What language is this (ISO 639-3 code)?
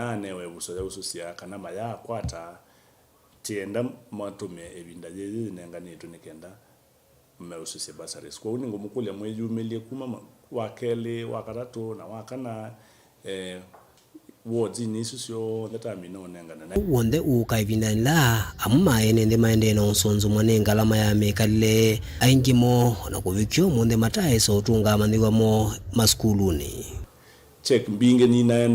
kam